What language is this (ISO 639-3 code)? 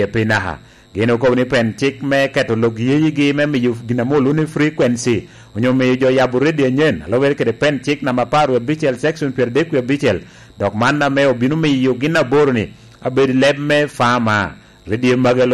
laj